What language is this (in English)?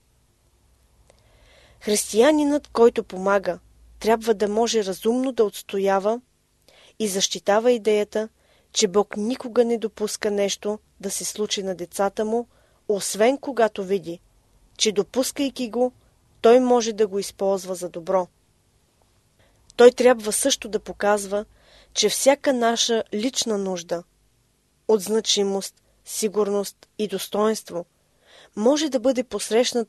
Bulgarian